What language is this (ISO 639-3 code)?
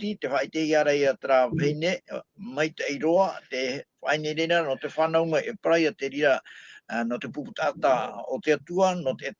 tah